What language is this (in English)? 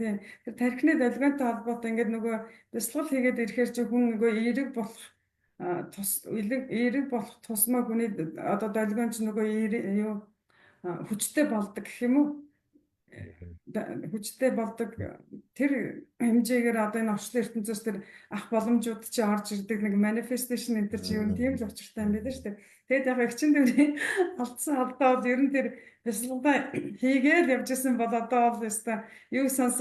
Mongolian